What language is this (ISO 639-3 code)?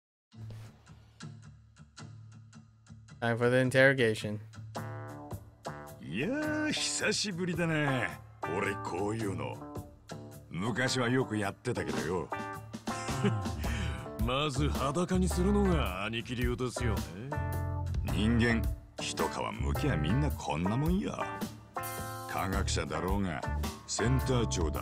jpn